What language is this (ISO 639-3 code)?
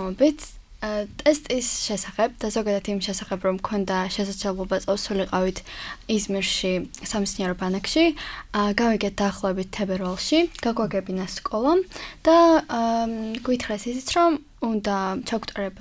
kat